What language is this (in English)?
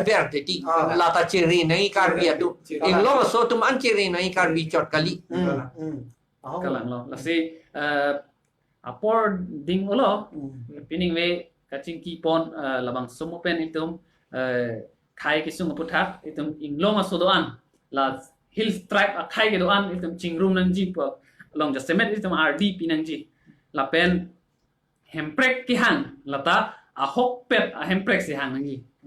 Karbi